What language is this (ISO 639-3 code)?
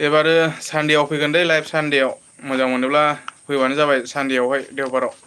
brx